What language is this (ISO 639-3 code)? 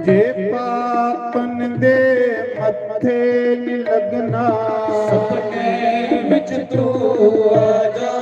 doi